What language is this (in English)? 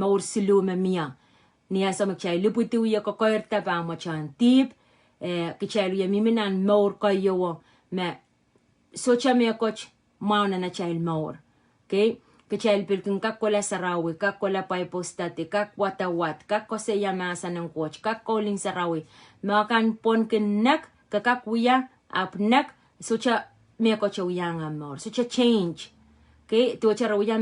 Pohnpeian